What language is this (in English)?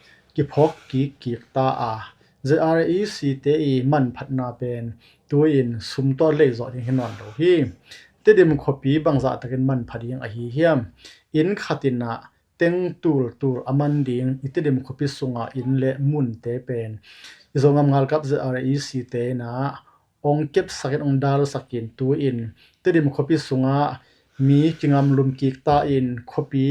Tedim Chin